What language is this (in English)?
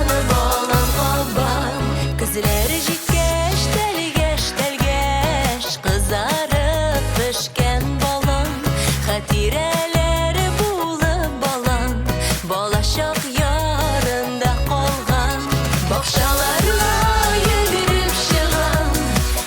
Tatar